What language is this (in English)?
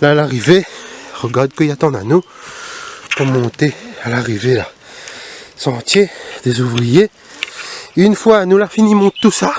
Réunion Creole French